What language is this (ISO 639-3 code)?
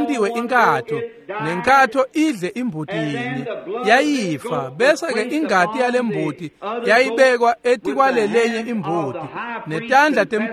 ssw